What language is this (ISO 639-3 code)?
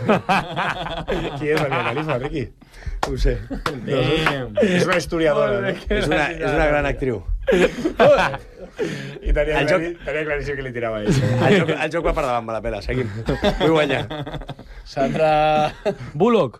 cat